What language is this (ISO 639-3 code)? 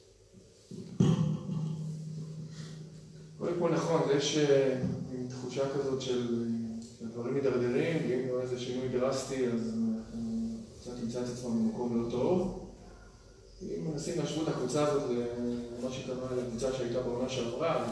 heb